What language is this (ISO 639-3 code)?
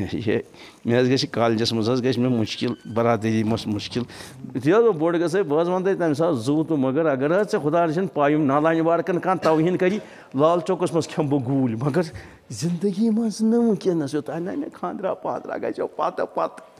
kas